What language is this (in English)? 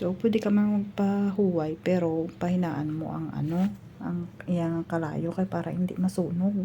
Hiligaynon